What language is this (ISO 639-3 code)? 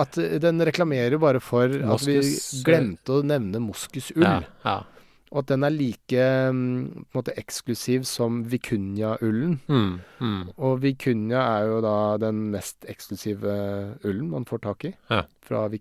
nor